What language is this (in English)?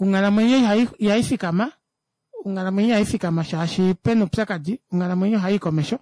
Kuanyama